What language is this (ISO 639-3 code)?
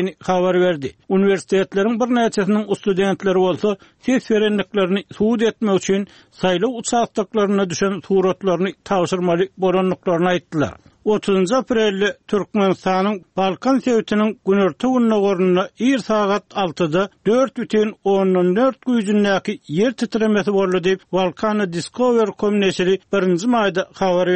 tuk